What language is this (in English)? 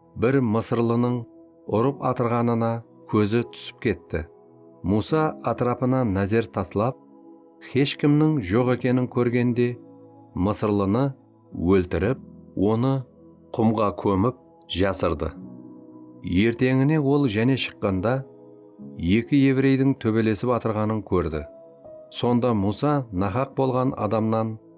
Kara-Kalpak